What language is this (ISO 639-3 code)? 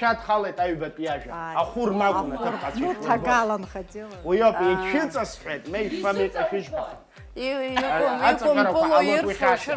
abk